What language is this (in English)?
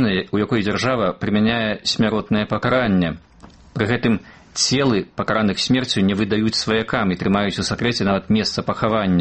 Belarusian